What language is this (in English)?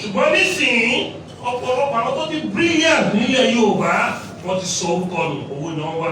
Yoruba